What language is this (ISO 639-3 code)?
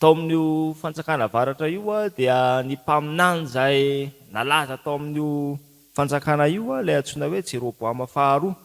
mlg